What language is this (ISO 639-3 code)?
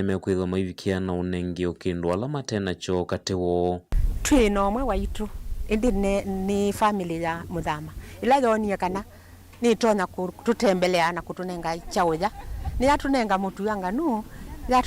kam